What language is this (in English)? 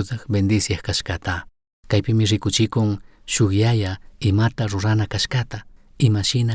Chimborazo Highland Quichua